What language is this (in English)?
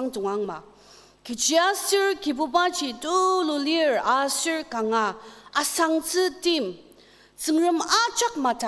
Ao Naga